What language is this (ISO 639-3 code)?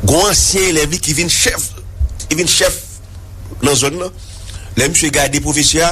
hat